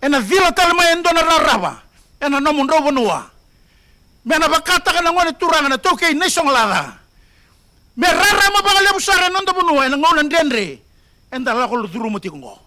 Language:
Fijian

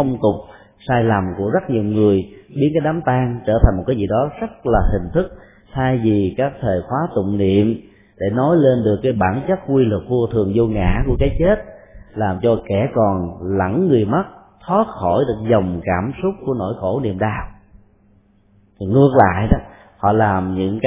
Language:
Vietnamese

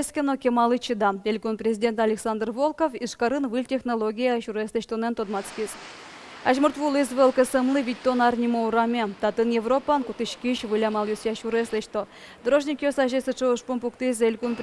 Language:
Udmurt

